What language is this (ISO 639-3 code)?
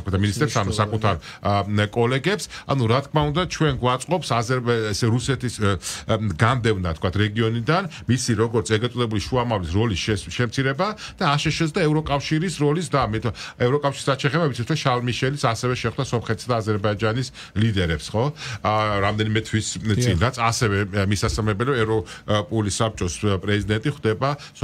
kat